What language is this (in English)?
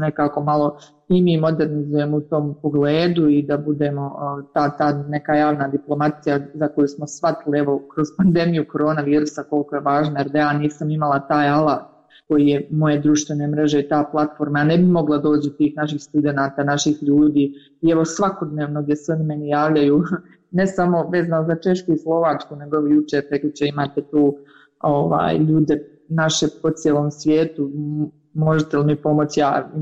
Croatian